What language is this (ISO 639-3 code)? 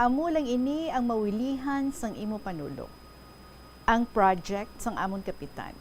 hil